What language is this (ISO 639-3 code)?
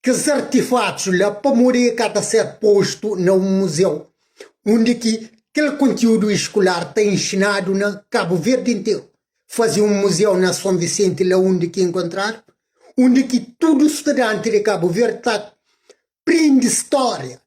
kea